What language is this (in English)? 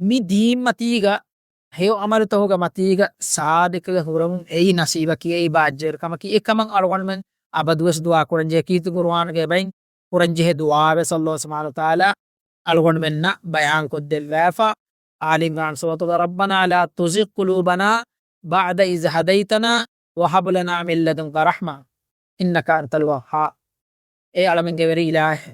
Divehi